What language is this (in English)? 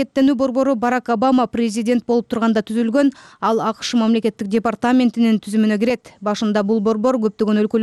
Kyrgyz